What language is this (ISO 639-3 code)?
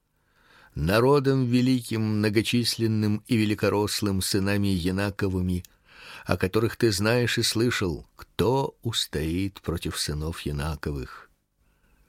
rus